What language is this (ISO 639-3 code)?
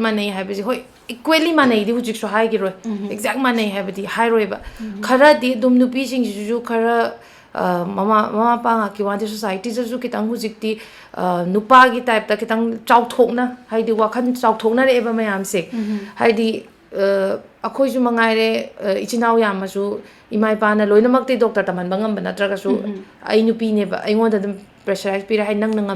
mni